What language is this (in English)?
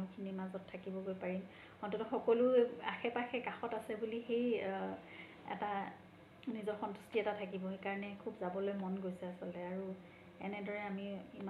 Assamese